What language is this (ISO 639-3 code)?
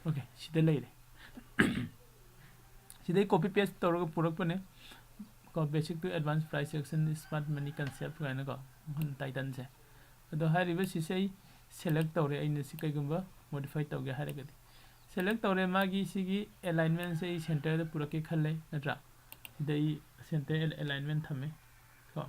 mni